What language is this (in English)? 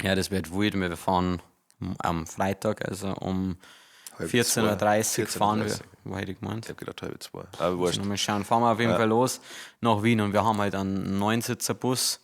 Bavarian